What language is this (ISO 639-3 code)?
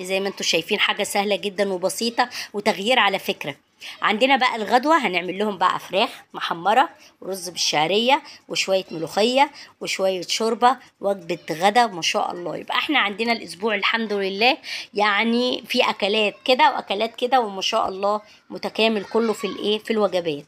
arz